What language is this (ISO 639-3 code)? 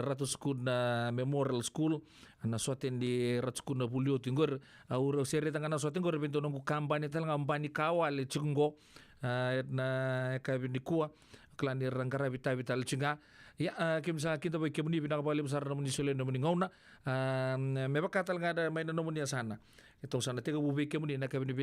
fij